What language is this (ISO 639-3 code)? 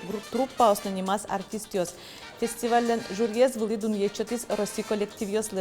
udm